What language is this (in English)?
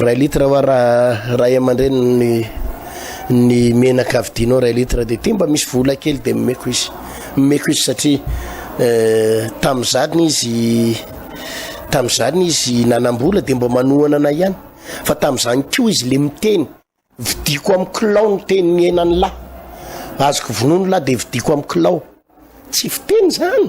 Malagasy